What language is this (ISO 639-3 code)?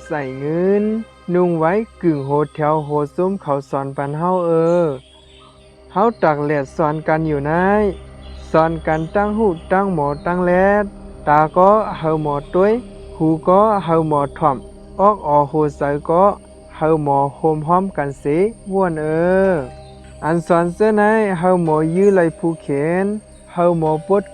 shn